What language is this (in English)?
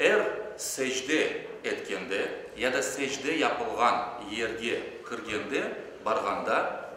Crimean Tatar